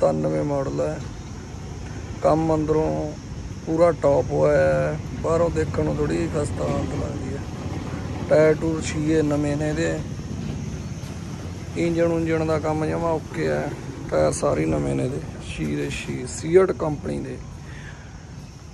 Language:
Punjabi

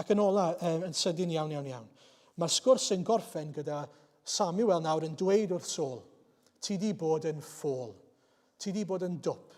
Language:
Welsh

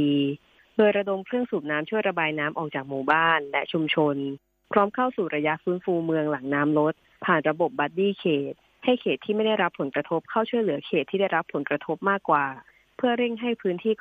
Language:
Thai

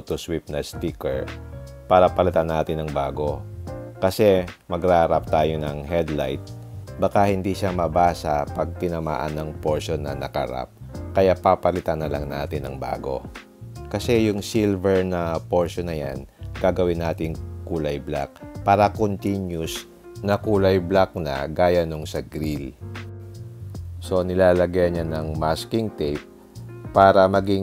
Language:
Filipino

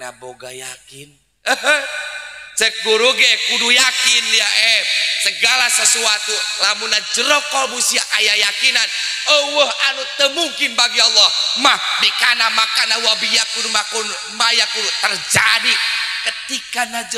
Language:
Sundanese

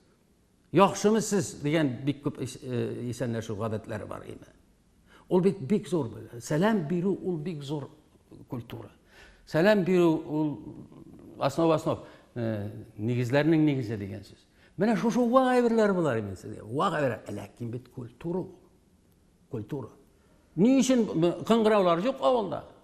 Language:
Tatar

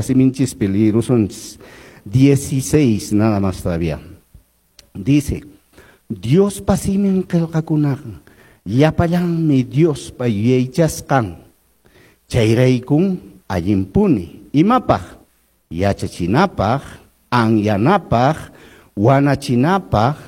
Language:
Quechua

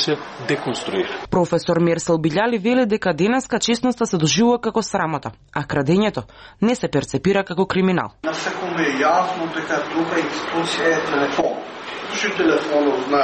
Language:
Macedonian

